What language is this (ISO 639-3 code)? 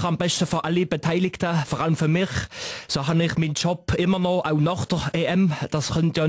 gsw